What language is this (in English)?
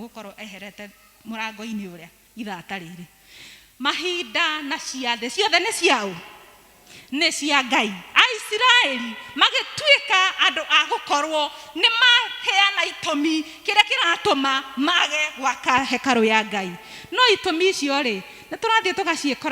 Kikuyu